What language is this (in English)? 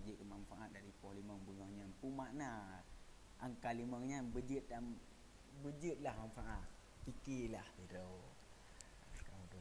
Achinese